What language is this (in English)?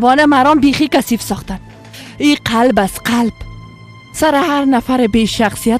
Persian